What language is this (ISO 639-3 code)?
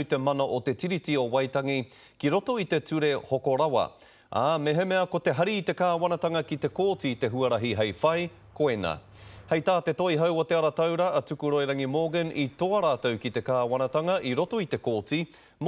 mri